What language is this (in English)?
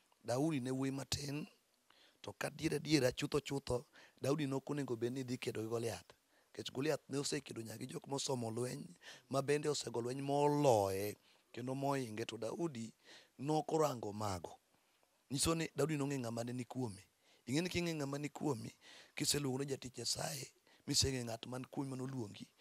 Luo (Kenya and Tanzania)